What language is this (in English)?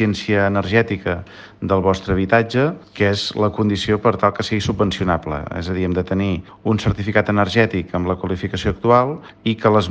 Catalan